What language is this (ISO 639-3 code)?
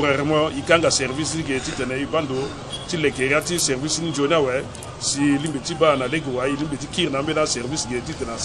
sag